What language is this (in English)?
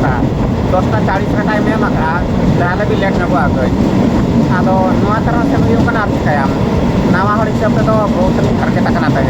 Santali